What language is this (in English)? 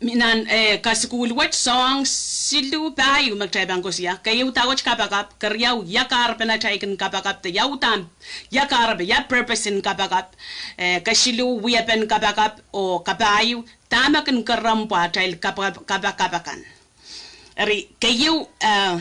Pohnpeian